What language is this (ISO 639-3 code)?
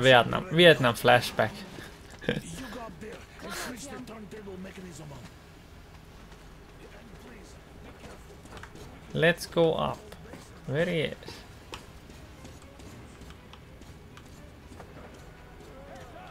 fin